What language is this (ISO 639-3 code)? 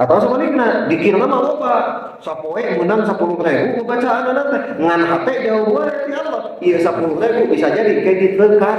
sun